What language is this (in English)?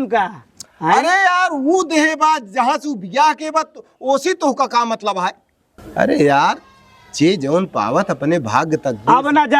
Awadhi